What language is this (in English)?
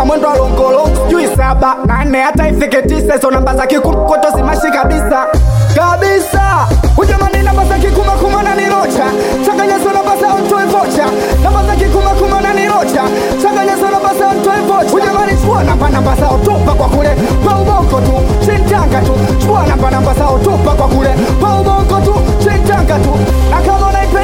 Swahili